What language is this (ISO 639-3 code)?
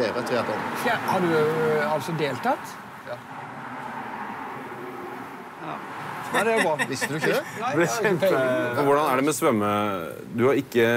nor